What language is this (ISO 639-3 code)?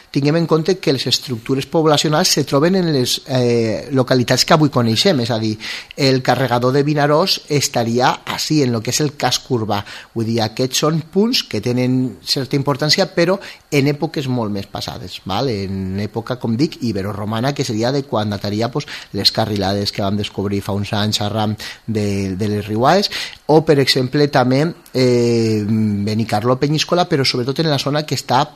cat